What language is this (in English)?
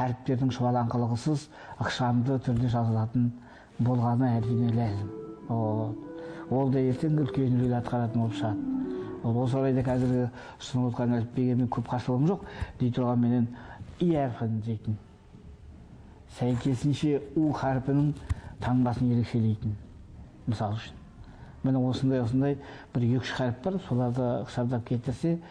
Kazakh